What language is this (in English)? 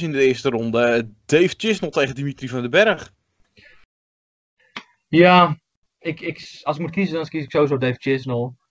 Dutch